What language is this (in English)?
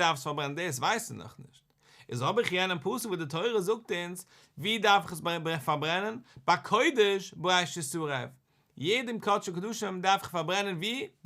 Yiddish